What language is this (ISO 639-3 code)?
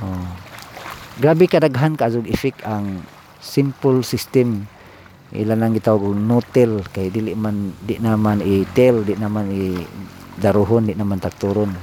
ceb